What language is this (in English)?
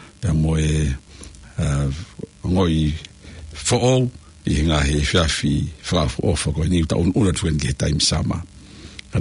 Tongan